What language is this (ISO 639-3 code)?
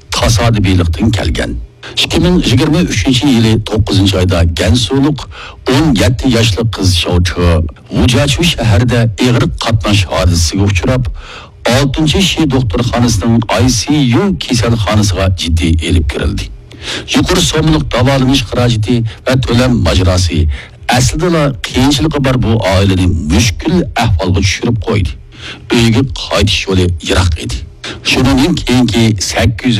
uig